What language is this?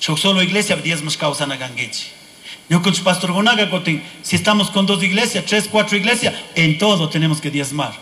Chimborazo Highland Quichua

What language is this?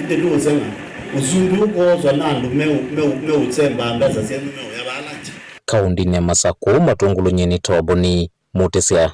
Kamba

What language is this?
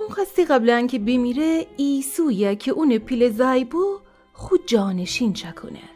Gilaki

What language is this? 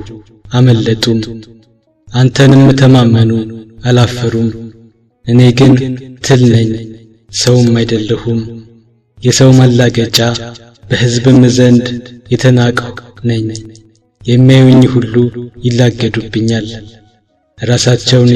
Amharic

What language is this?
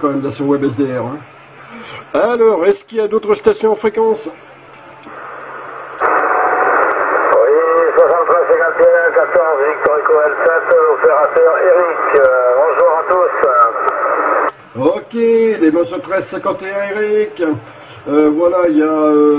French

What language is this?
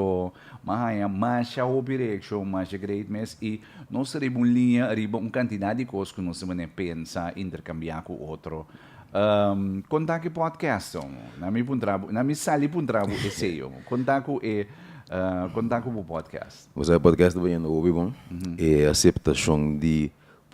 Papiamento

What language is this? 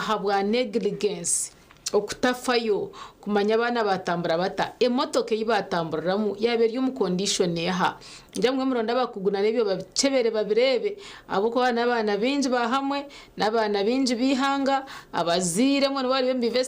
Nyankole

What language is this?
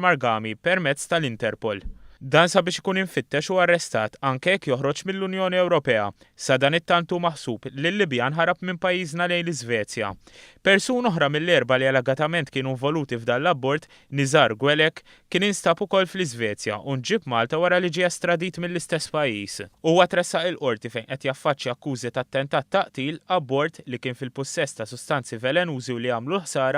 Maltese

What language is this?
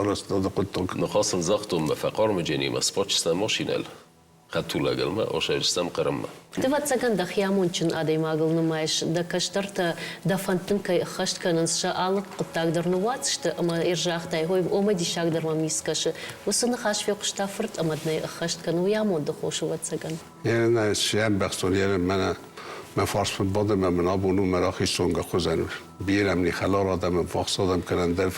Ossetic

